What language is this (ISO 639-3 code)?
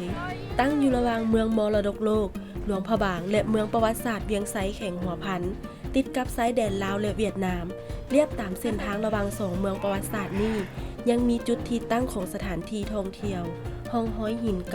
lao